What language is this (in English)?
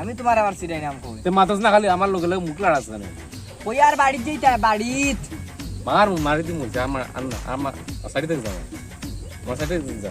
Sylheti